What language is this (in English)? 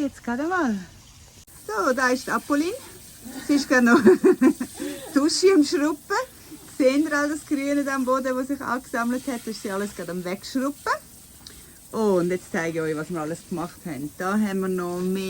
Swiss German